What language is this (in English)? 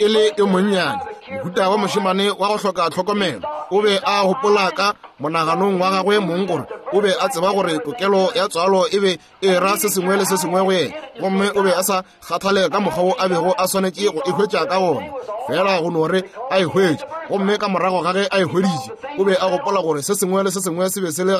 Northern Sotho